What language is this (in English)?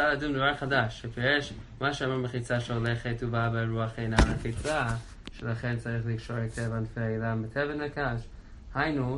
Hebrew